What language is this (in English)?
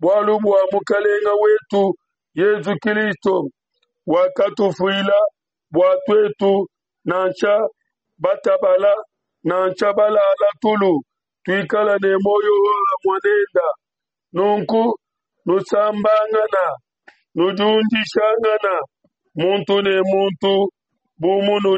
Luba-Lulua